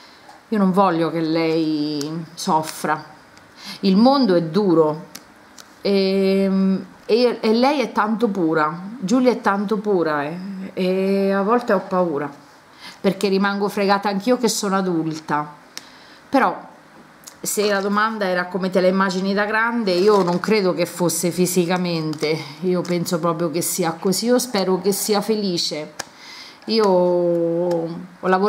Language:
Italian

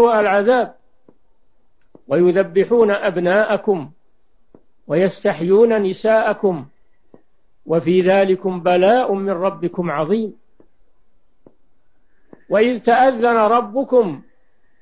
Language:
Arabic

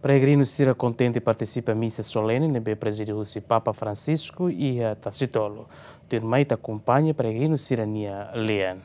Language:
Tetum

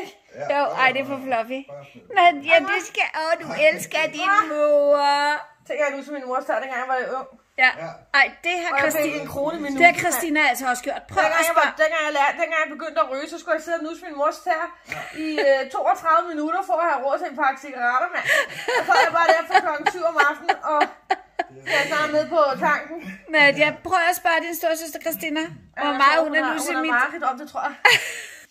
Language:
Danish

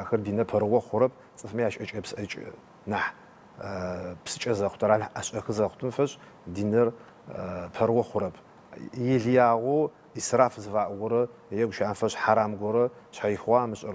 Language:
Adyghe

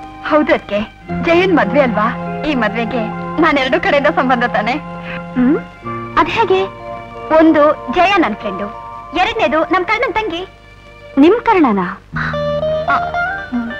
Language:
Kannada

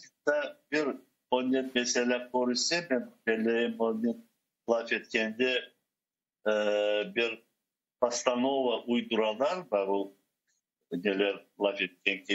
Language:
Crimean Tatar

